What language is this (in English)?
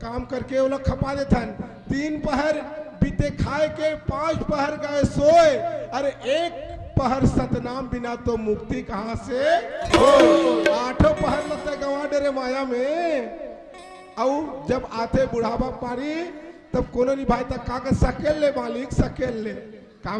Chhattisgarhi